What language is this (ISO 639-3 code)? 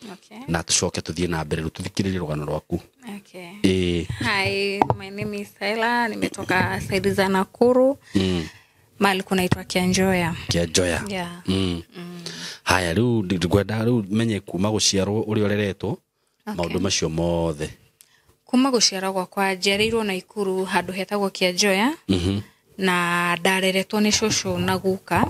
kik